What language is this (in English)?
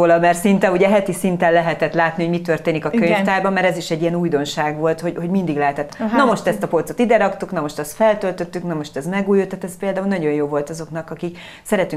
Hungarian